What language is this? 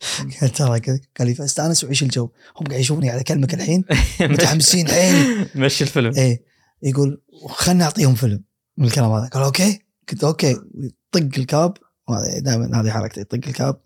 Gulf Arabic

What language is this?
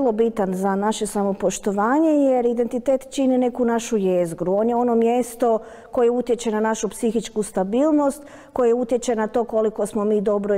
Croatian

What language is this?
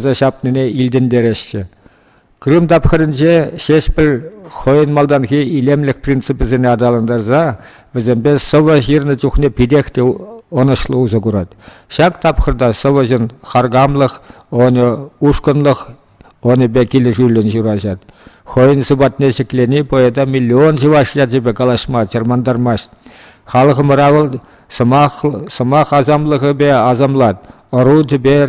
Chuvash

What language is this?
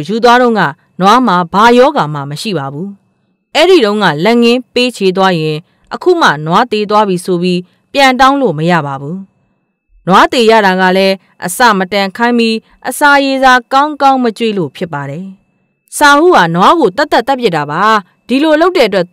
Burmese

